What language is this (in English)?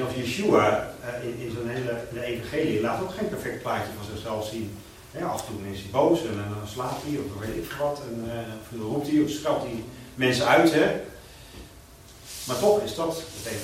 Dutch